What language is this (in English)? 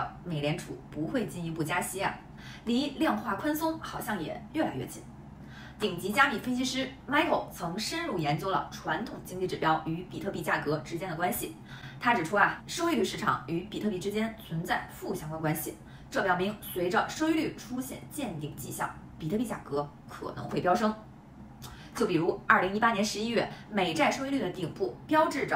Chinese